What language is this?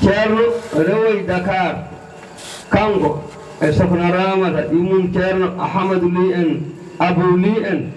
Fula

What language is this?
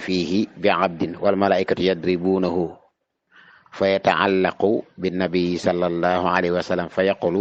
Wolof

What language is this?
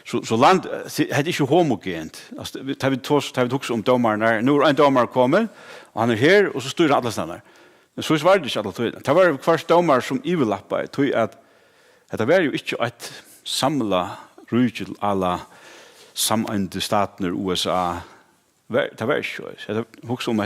Faroese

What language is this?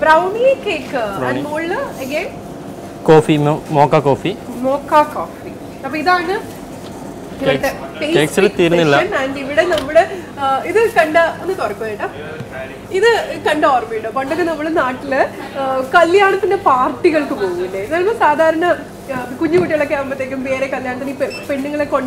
Malayalam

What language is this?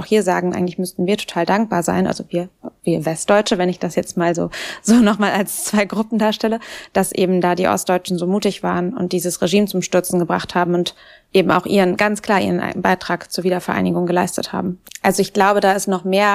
German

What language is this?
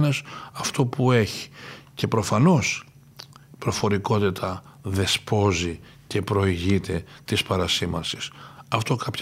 Greek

